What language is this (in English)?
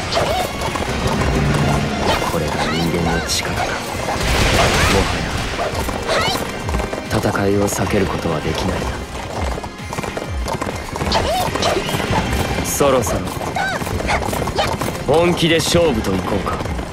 Japanese